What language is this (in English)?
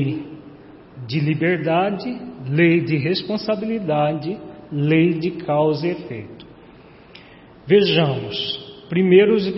Portuguese